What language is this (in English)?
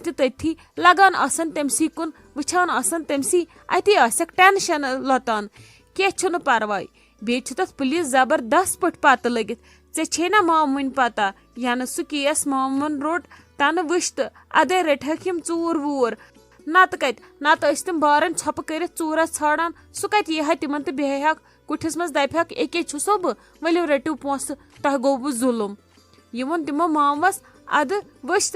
Kashmiri